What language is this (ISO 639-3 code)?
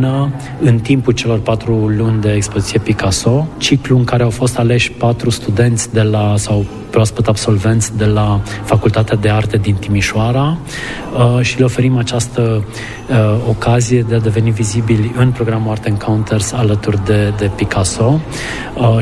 ron